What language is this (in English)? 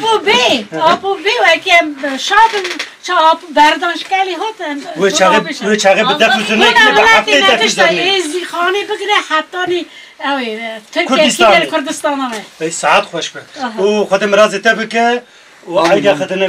Kurdish